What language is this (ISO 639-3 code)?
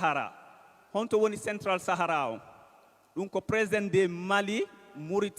ful